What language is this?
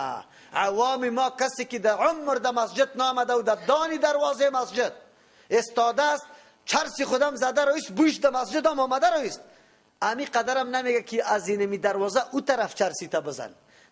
Persian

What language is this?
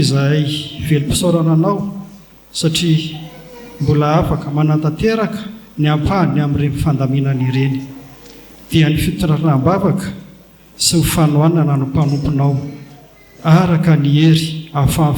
Malagasy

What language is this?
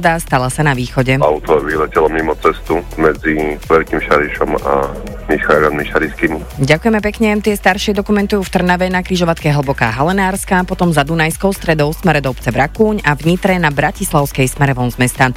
Slovak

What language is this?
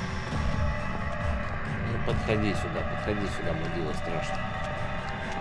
Russian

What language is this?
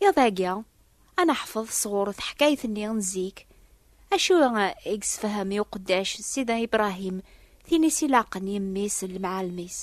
Kabyle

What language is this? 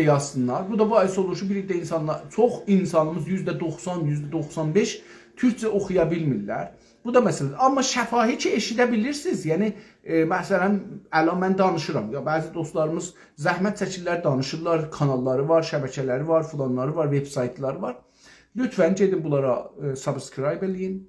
South Azerbaijani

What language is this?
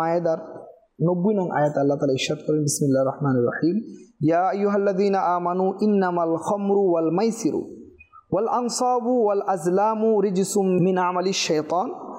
Bangla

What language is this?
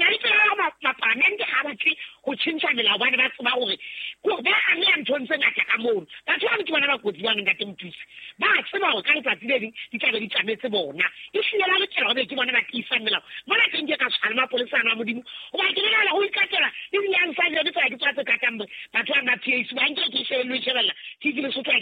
Southern Sotho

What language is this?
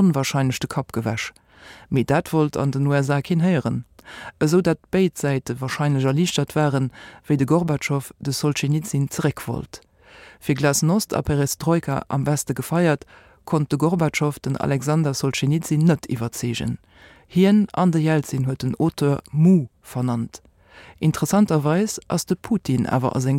Luxembourgish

